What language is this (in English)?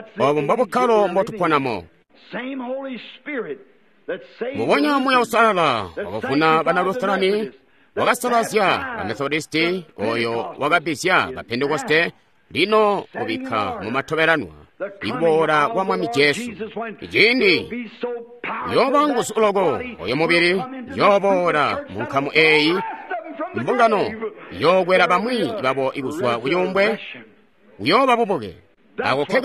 Tonga (Zambia)